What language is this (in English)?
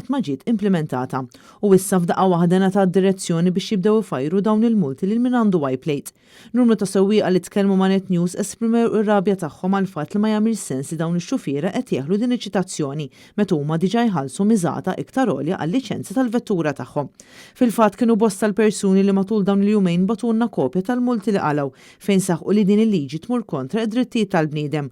Maltese